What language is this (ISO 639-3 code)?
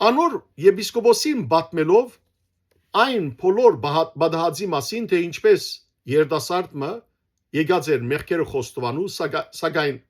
hyw